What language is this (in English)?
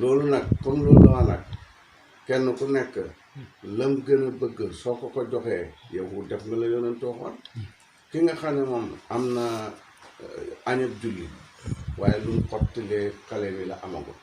Wolof